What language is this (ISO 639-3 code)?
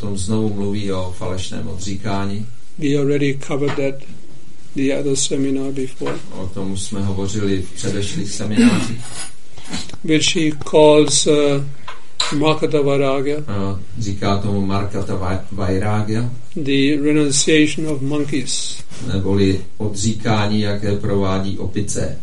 ces